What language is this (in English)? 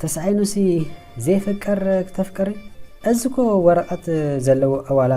Tigrinya